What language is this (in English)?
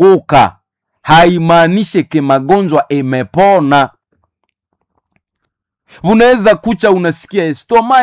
Swahili